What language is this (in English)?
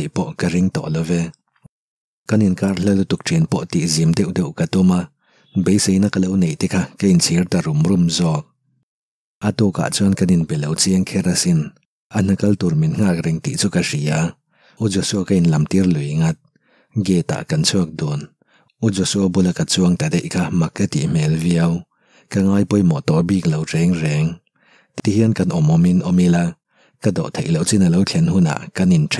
Mizo